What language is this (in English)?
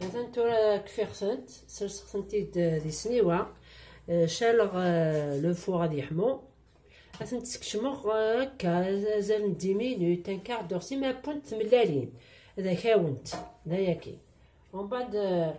Kabyle